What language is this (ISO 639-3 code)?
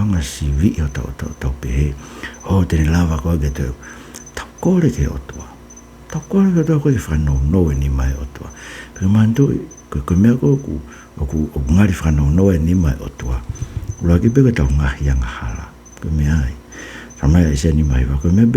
ton